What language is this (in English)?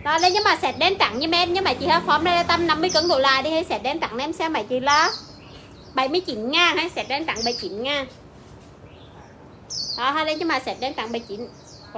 Vietnamese